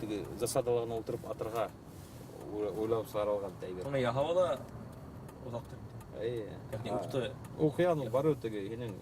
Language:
Bashkir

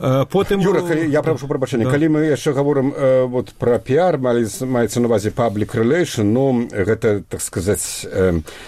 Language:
Belarusian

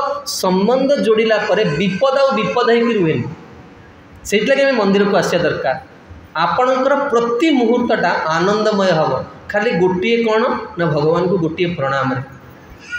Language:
Odia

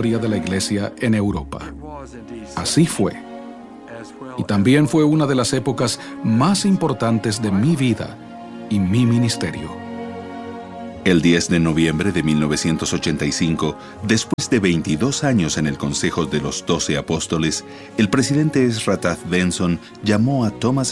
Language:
Spanish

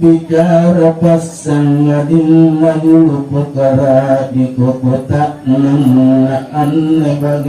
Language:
Makasar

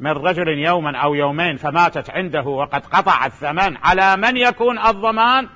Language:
Mesopotamian Arabic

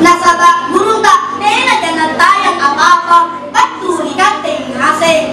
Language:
Makasar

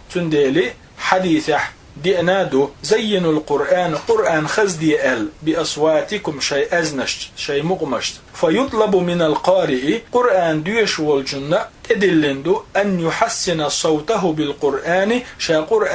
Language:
Chechen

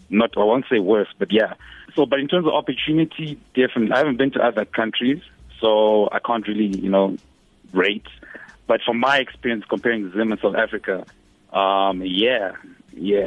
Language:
English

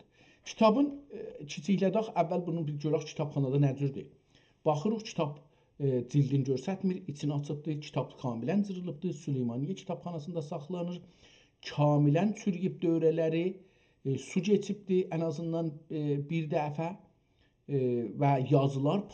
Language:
South Azerbaijani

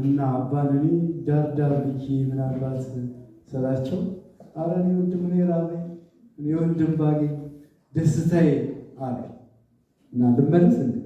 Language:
Amharic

